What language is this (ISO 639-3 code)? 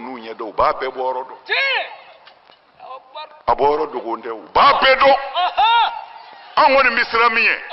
bam